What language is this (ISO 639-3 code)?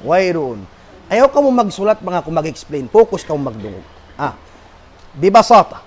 tsg